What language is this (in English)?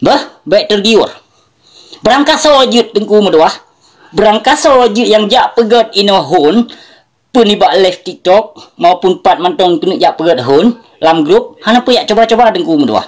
Achinese